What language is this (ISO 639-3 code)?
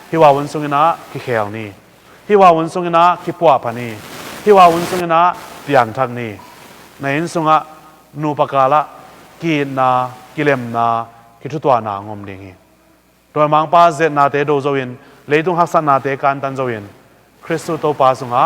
ctd